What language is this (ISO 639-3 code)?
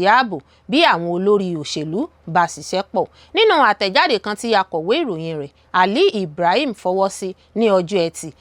yor